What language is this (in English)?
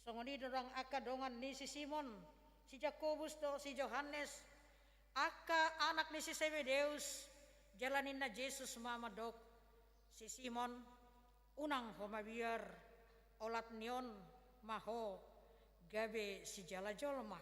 Batak Toba